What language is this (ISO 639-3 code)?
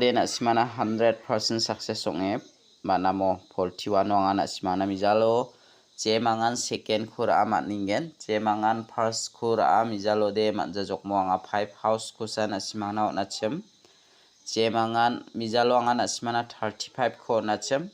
grt